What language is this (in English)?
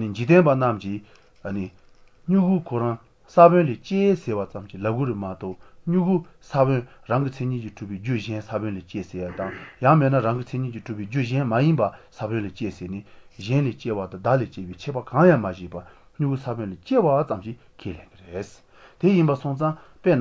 Malagasy